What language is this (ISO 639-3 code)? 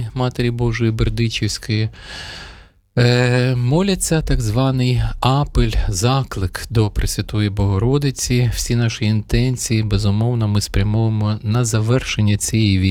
ukr